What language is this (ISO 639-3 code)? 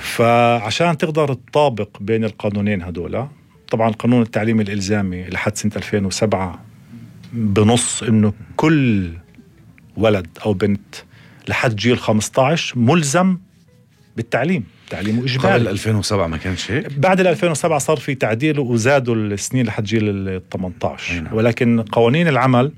apc